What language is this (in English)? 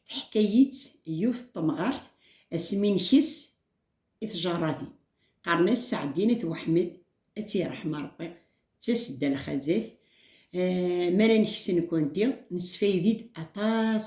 Kabyle